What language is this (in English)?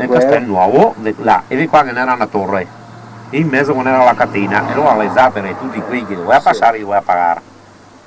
Venetian